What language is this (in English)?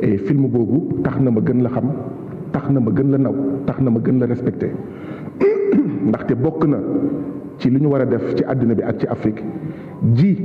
Wolof